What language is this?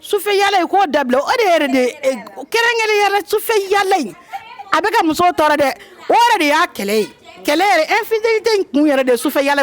Bambara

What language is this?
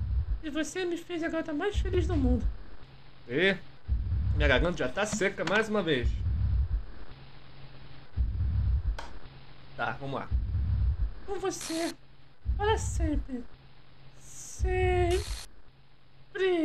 Portuguese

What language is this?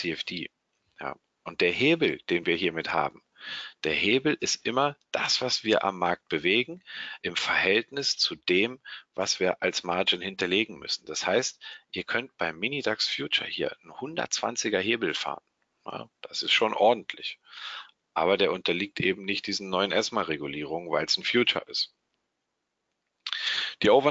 German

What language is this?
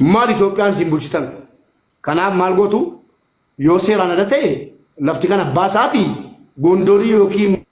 Oromo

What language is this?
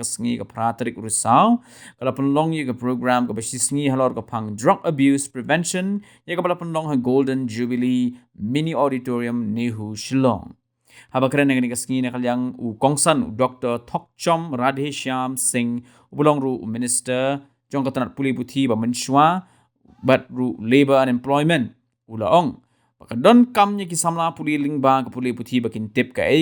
Khasi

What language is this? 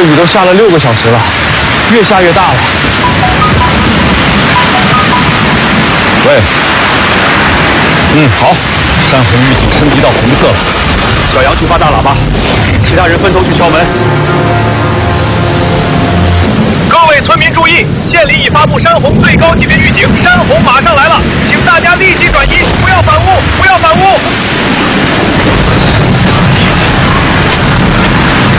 Chinese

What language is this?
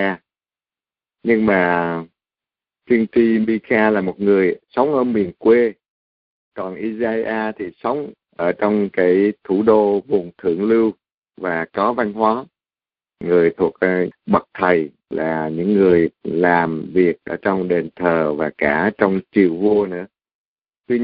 Vietnamese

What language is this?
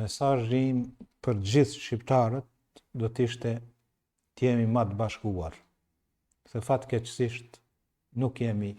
Albanian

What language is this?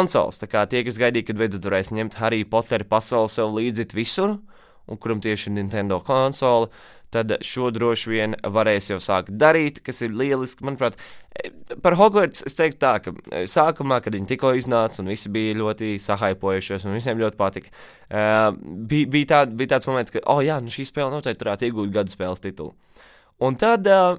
Latvian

